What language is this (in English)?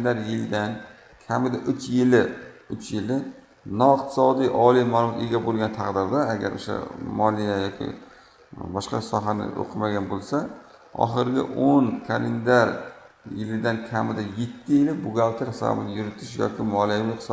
Uzbek